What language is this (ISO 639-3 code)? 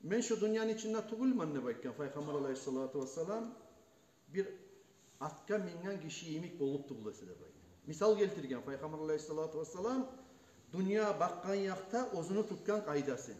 kum